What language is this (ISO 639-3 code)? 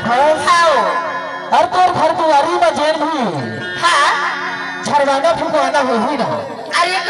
hne